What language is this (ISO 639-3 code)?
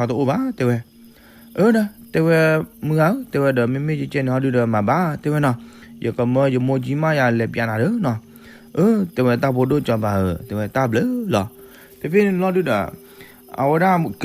ksw